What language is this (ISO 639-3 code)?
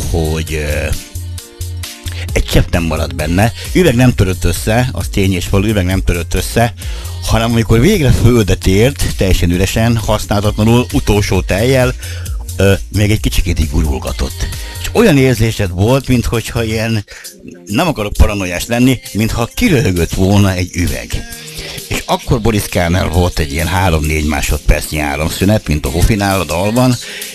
hun